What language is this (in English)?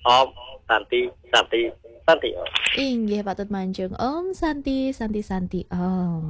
Balinese